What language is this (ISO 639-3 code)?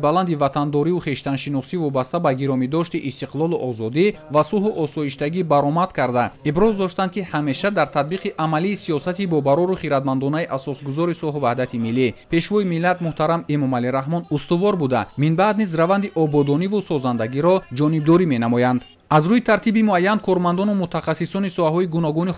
tgk